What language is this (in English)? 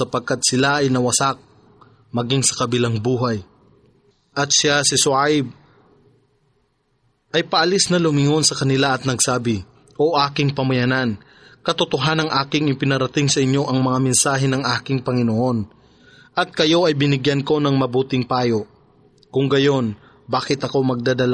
Filipino